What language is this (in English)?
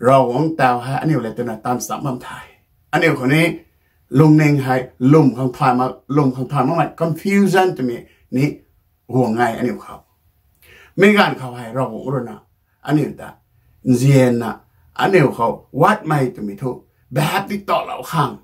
Rongmei Naga